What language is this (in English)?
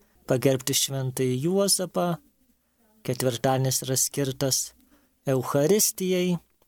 Lithuanian